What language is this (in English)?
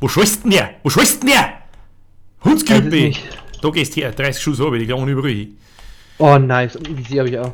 Bavarian